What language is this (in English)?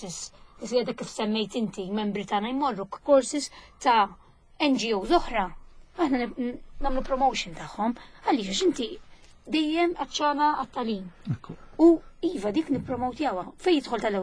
Maltese